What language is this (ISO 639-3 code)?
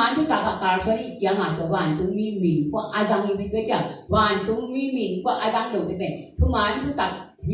ctd